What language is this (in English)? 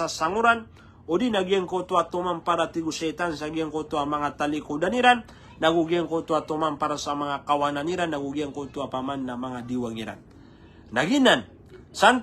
Maranao